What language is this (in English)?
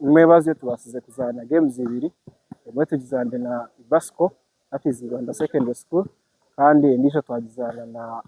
Nyankole